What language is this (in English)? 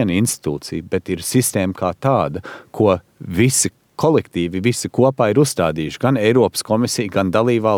Latvian